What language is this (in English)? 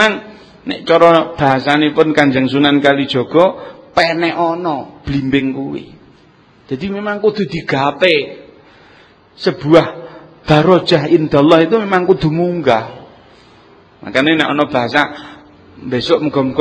Javanese